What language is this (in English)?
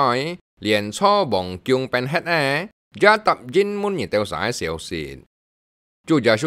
Hakka Chinese